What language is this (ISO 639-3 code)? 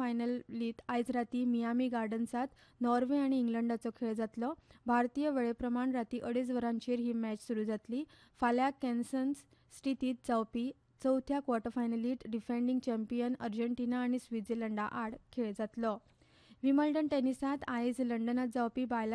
kok